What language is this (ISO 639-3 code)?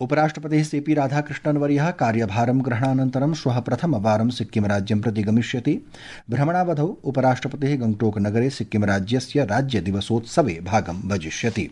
san